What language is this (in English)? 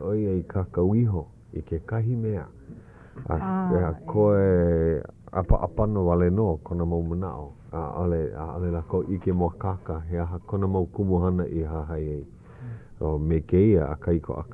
Hawaiian